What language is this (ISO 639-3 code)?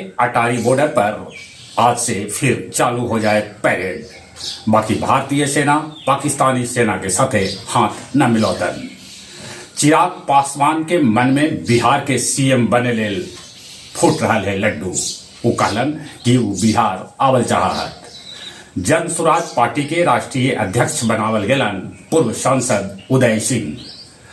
mag